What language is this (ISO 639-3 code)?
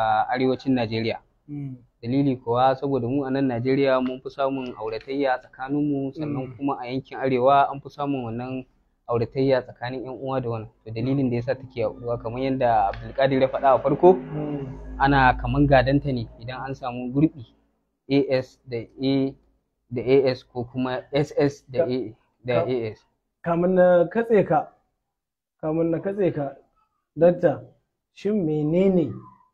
hau